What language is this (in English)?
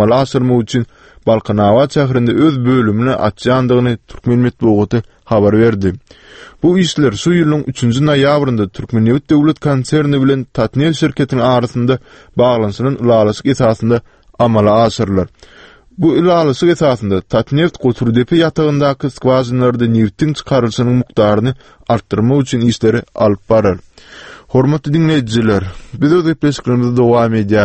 Turkmen